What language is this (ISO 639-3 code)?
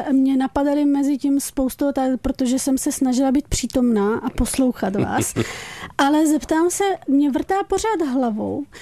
ces